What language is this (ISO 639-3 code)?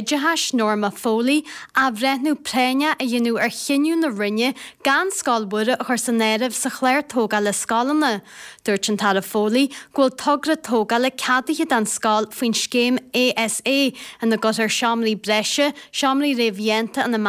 gle